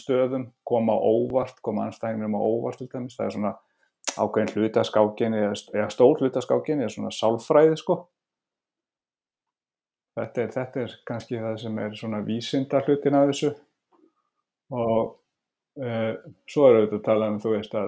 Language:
Icelandic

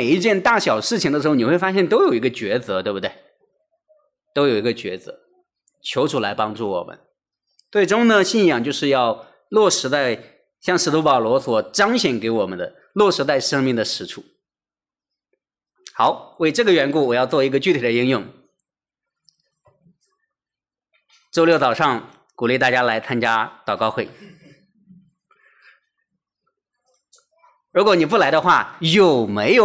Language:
Chinese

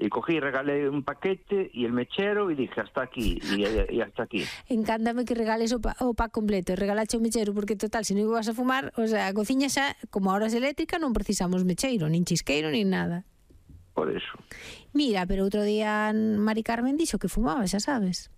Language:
Galician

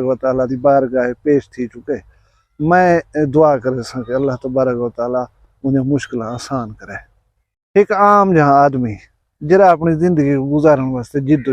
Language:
Saraiki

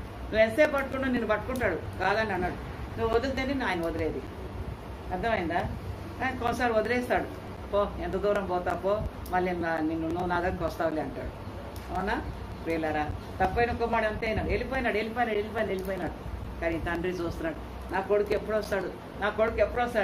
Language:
Telugu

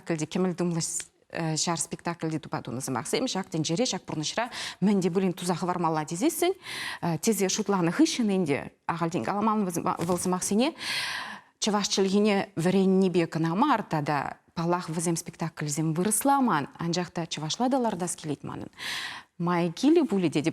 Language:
Chuvash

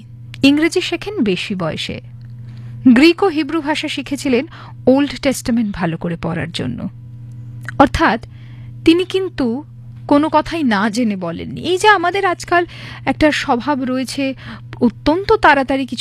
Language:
Bangla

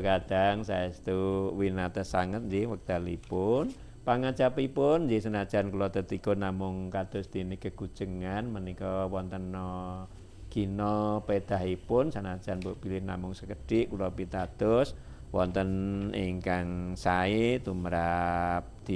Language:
Javanese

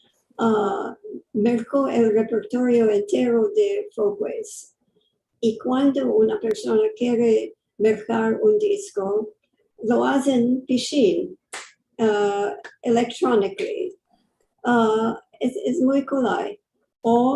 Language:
Ladino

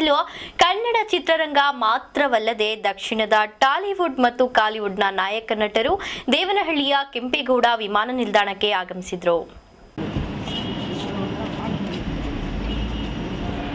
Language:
Kannada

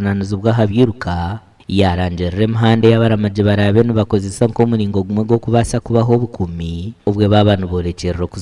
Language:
Nyankole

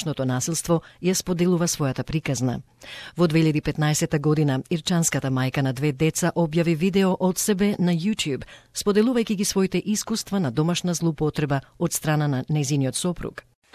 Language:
Macedonian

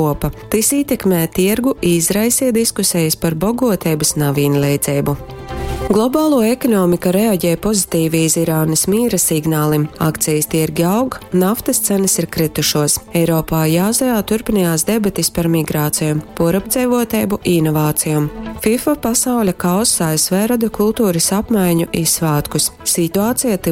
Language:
Latgalian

